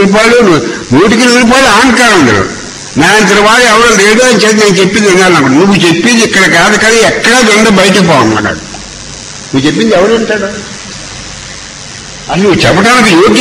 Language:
Telugu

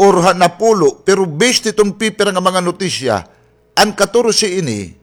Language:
Waray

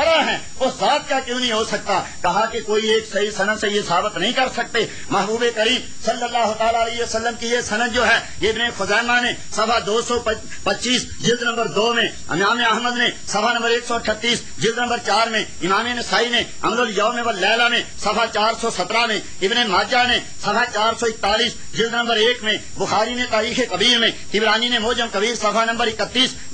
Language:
Urdu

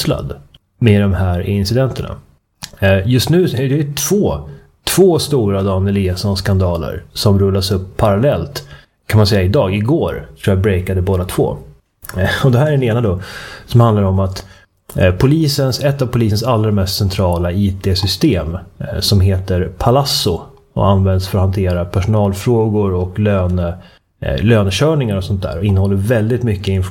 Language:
Swedish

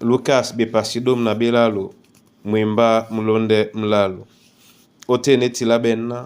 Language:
Duala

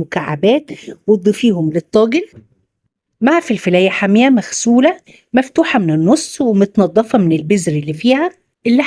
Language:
Egyptian Arabic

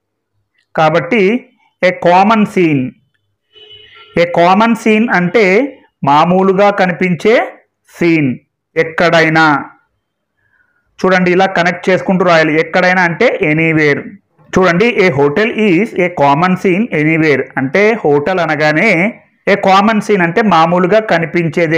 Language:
Telugu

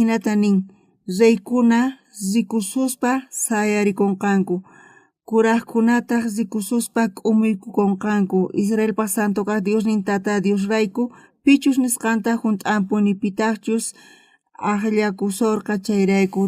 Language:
South Bolivian Quechua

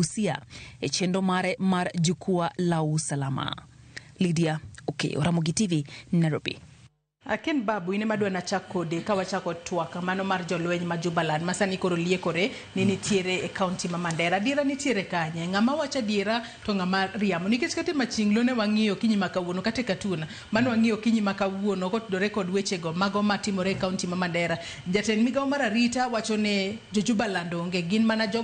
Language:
Luo (Kenya and Tanzania)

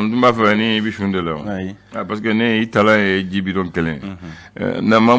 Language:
Bambara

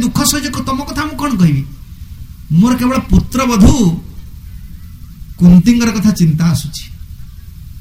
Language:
Odia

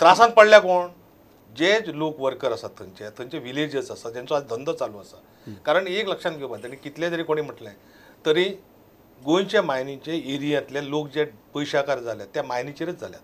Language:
Konkani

